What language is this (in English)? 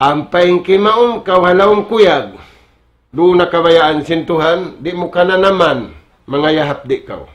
Tausug